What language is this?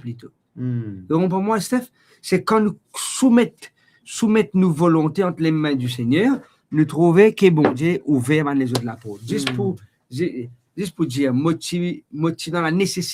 Morisyen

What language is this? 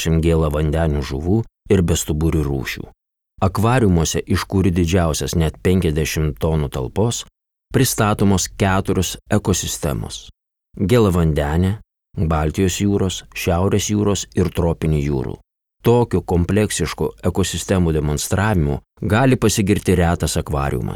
Lithuanian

